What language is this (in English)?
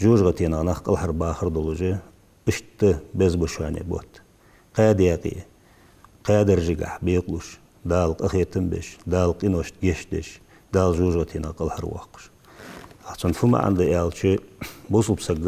Ingush